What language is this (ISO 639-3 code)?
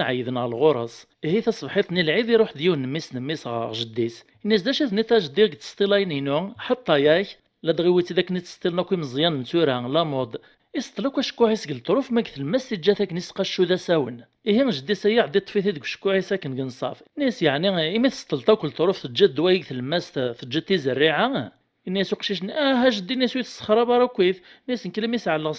kab